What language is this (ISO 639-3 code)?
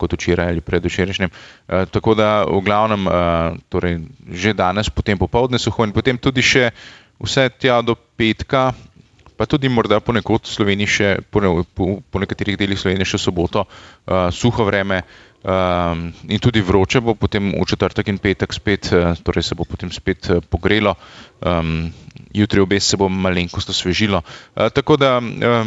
slv